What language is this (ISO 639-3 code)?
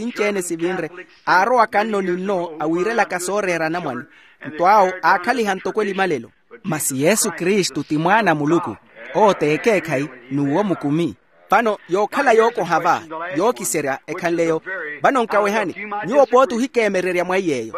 vmw